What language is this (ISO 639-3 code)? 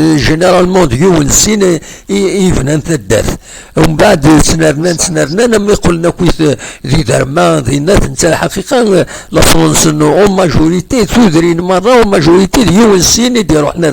kab